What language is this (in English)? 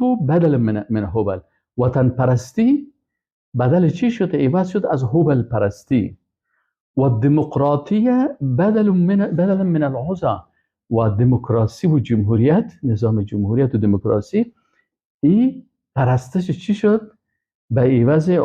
Persian